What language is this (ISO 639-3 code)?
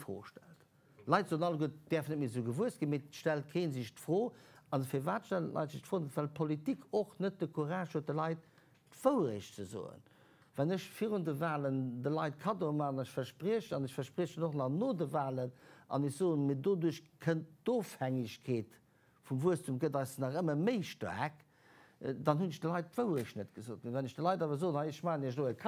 ltz